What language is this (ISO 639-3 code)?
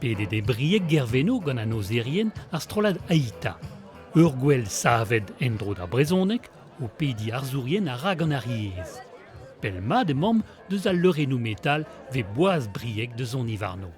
bre